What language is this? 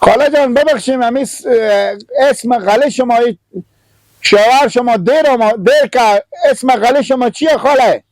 Hazaragi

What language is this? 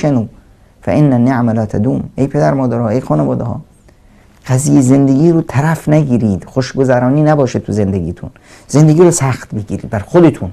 Persian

